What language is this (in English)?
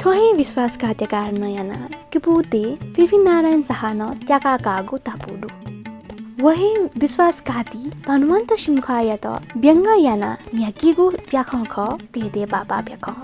Newari